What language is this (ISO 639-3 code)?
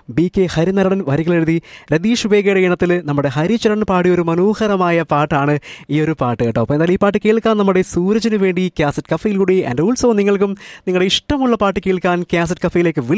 mal